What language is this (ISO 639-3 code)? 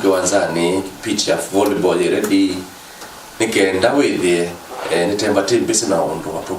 kam